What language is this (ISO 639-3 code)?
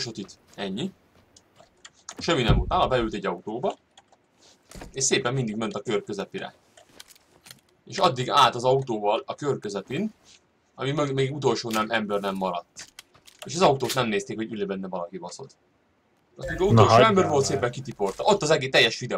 hun